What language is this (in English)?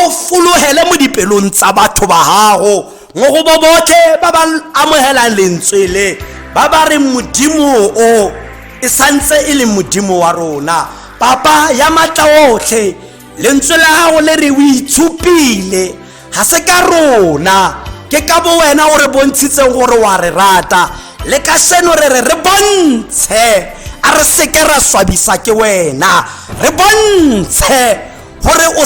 Tswana